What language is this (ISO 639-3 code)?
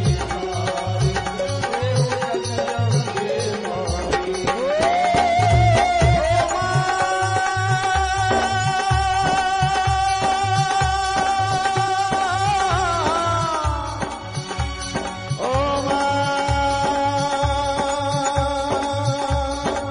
bho